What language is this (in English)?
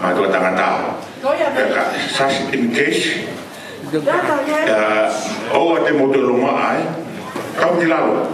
Tongan